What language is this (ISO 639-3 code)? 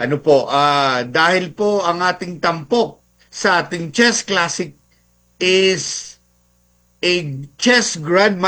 fil